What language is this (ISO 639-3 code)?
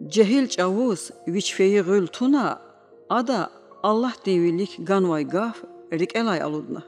lez